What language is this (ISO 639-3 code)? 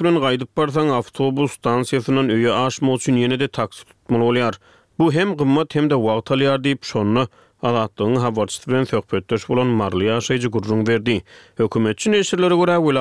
tuk